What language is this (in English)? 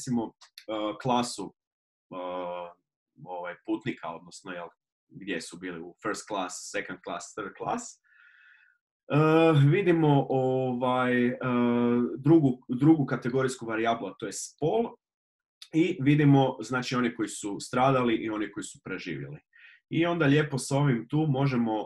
Croatian